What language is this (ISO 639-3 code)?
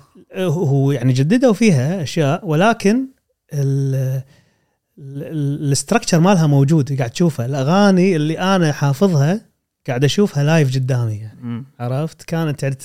afb